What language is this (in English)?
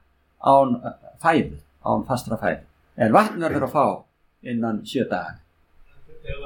Icelandic